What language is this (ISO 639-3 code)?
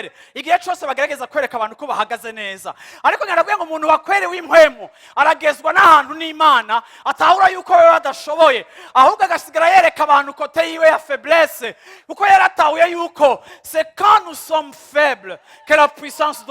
run